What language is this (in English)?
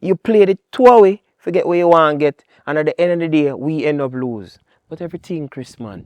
Jamaican Creole English